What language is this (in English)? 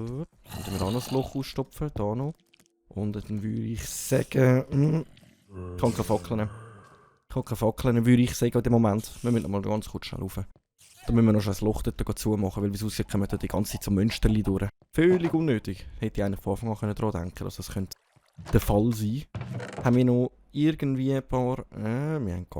Swiss German